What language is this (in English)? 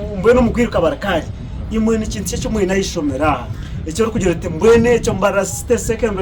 Nyankole